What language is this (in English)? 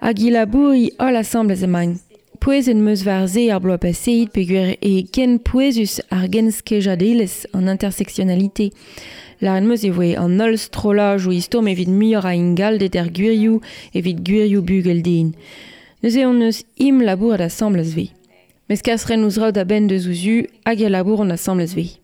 Breton